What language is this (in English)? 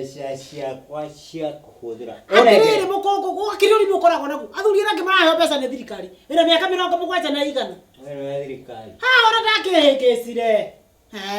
Kikuyu